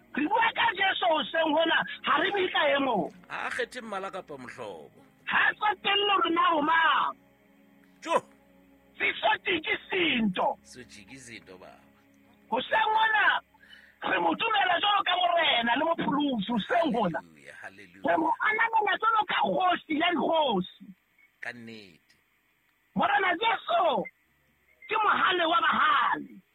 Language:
Southern Sotho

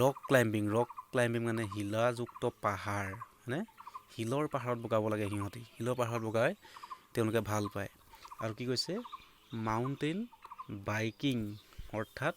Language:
Assamese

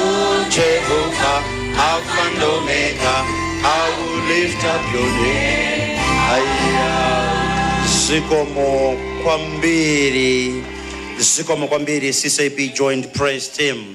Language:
Nyanja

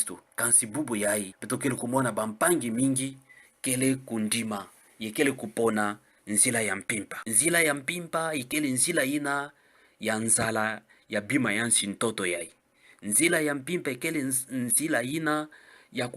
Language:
Kituba (Democratic Republic of Congo)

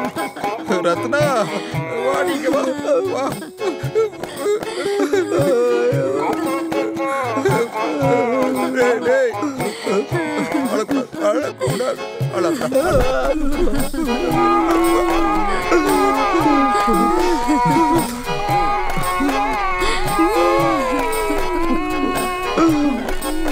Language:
Tamil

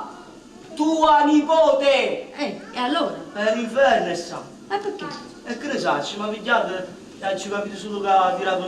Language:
Neapolitan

